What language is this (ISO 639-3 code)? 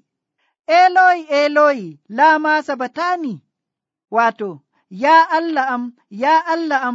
fuv